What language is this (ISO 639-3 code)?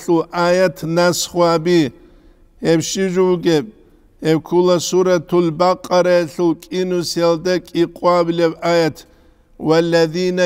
ava